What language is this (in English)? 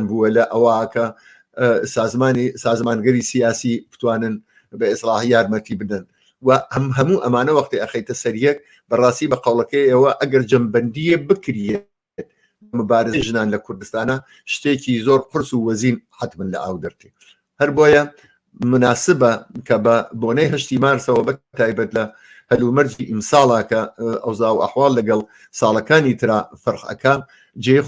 Central Kurdish